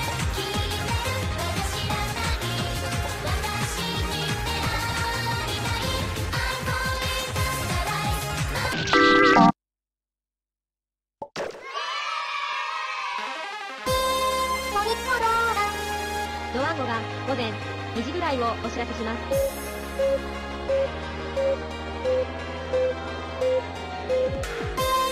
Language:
Japanese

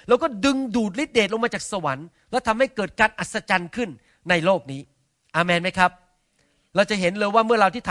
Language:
Thai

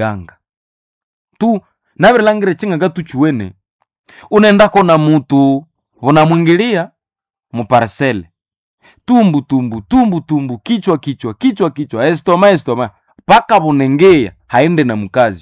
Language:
Swahili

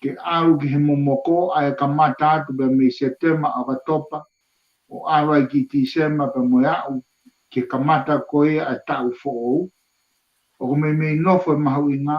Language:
Tongan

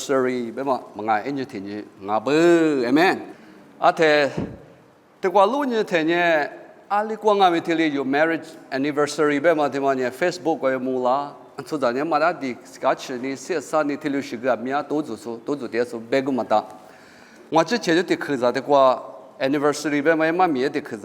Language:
Lisu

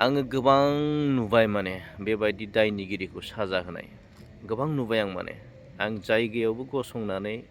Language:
Bodo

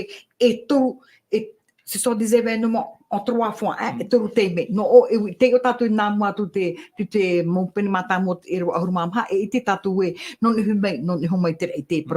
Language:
Tahitian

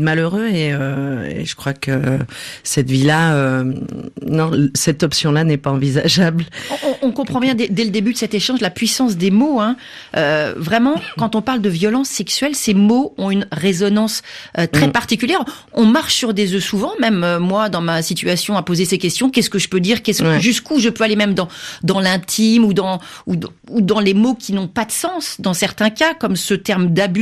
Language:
French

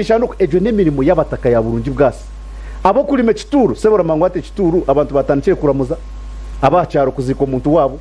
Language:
Nyankole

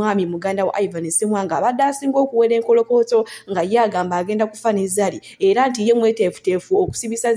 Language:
Ganda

